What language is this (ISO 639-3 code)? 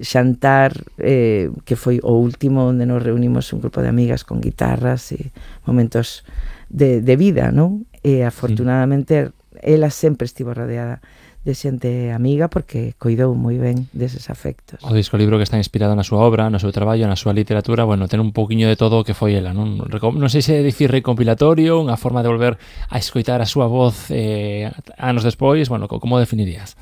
glg